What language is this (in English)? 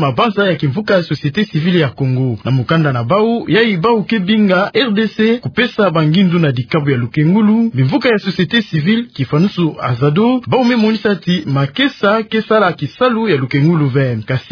Kituba (Democratic Republic of Congo)